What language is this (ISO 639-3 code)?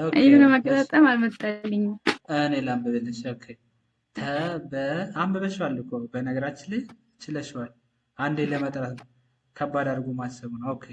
amh